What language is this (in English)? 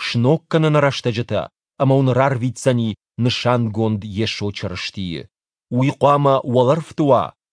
Ossetic